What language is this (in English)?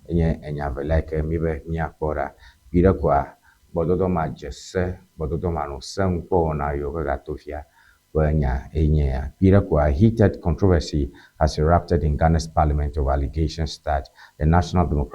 Ewe